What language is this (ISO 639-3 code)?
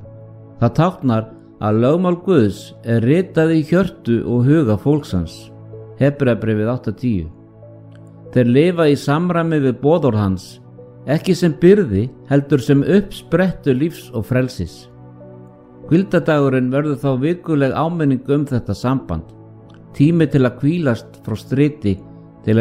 isl